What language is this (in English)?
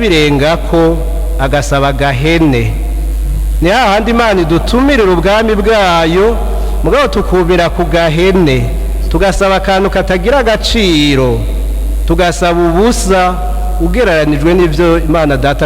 Rundi